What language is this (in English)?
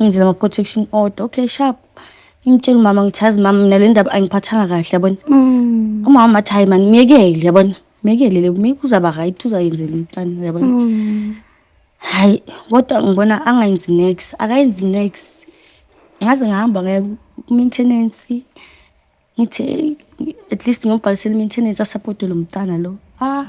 Zulu